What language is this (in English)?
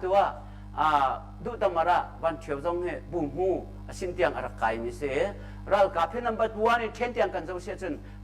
Hakha Chin